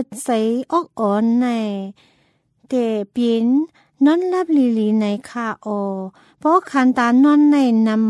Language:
Thai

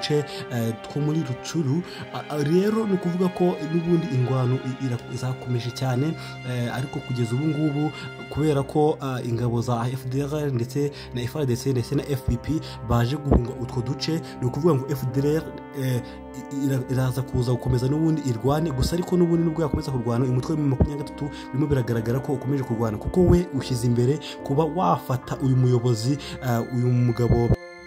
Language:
Kinyarwanda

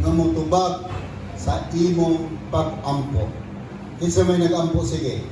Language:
Cebuano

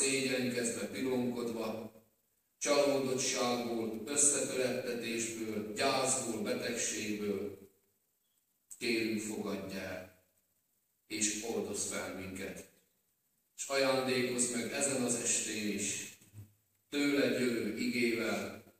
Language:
Hungarian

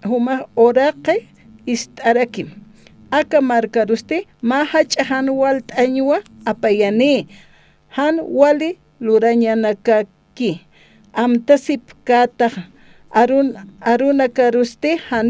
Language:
Aymara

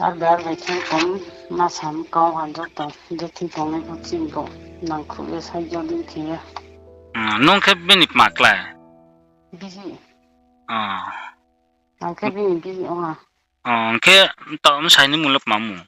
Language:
Riang (India)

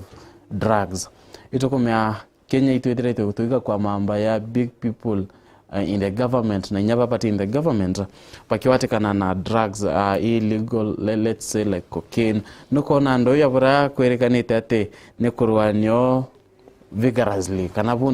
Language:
Meru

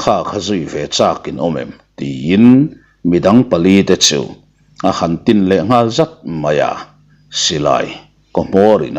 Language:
Mizo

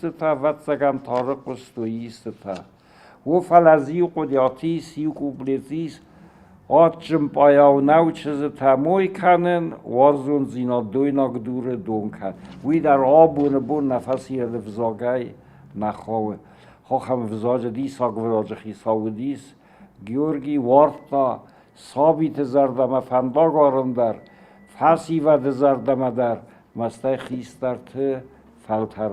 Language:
Ossetic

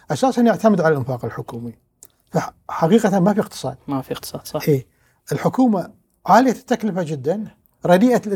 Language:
Gulf Arabic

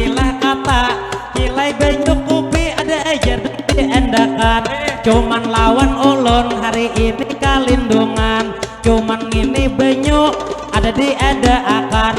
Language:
Banjar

